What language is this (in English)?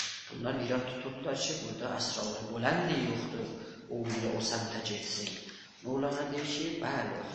South Azerbaijani